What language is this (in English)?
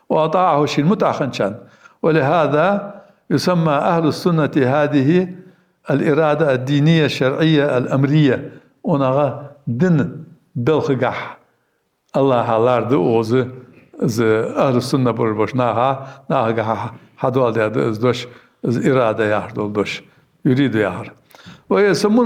Ingush